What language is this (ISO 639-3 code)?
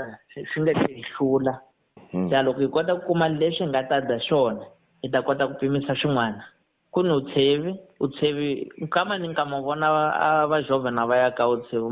tso